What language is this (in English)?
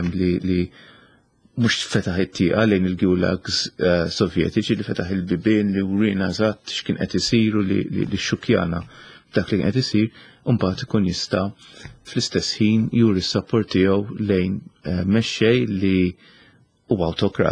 Maltese